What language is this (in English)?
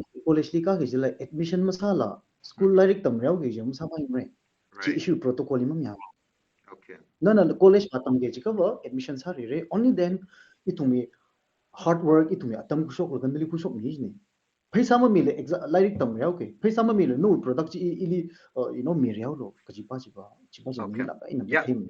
Tangkhul Naga (India)